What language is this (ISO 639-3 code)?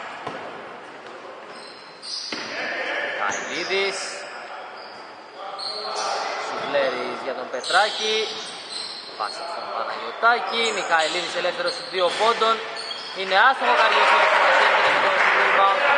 ell